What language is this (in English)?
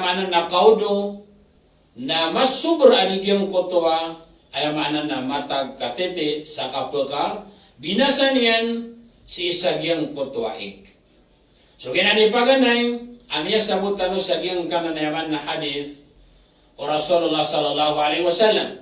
Maranao